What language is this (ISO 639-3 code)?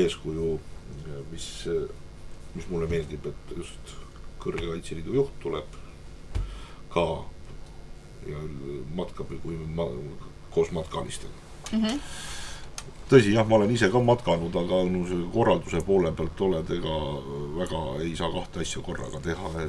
est